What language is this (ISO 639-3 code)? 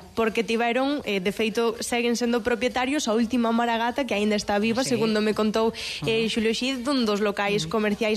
glg